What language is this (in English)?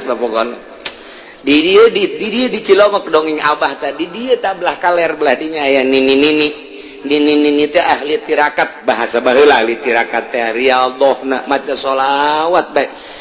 Sundanese